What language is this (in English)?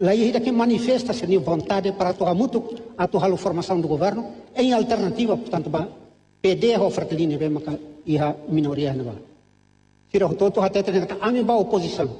Tetum